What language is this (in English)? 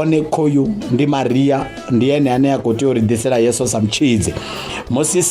Venda